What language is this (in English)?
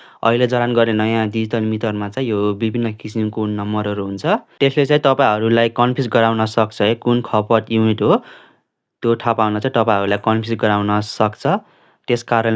Nepali